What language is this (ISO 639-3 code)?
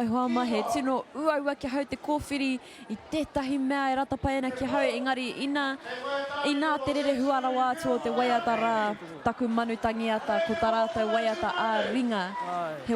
mri